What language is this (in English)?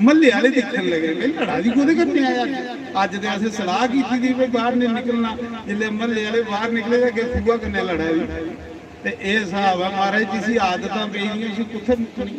Dogri